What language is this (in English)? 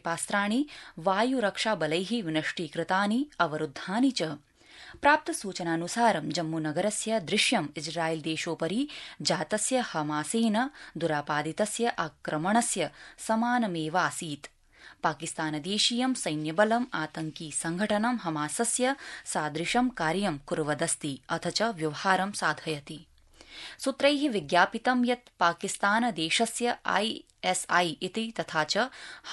Sanskrit